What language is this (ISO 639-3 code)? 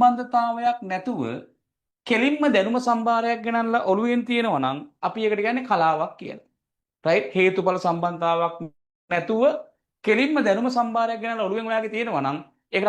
sin